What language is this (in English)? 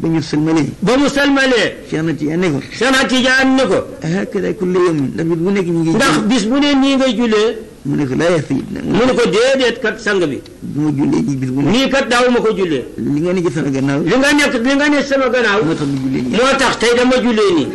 Wolof